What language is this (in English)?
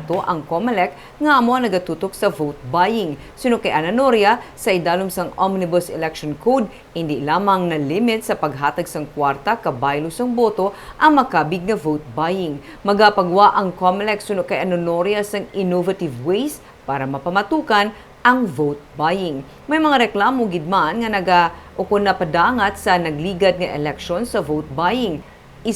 Hiligaynon